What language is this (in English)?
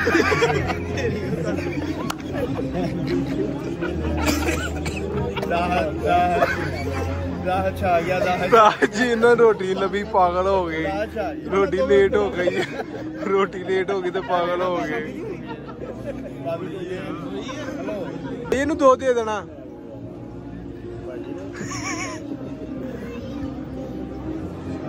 Punjabi